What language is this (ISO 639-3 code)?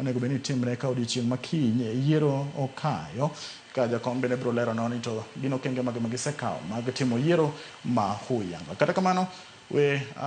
luo